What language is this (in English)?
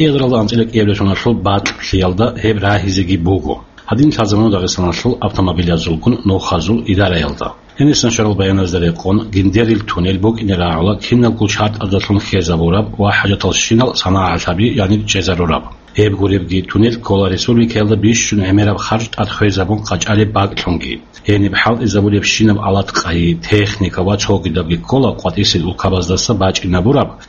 Avaric